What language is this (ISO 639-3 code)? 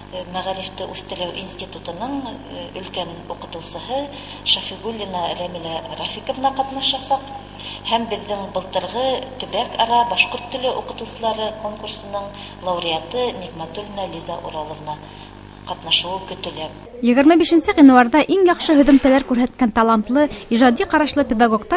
bak